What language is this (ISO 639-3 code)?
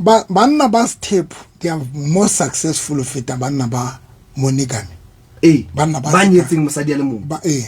sot